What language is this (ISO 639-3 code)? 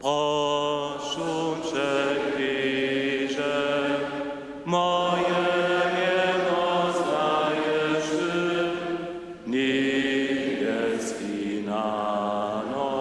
hsb